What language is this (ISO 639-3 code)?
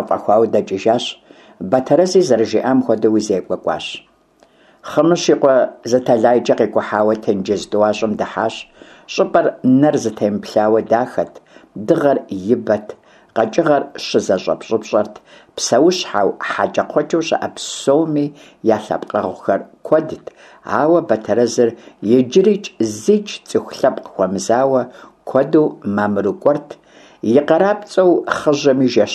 kbd